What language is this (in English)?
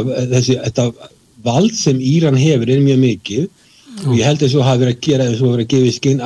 Icelandic